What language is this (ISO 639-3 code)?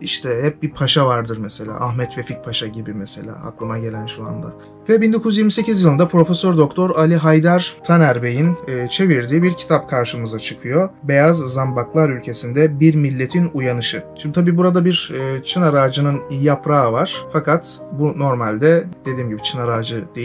tur